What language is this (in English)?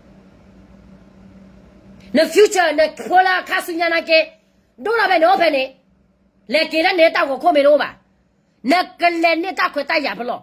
S'gaw Karen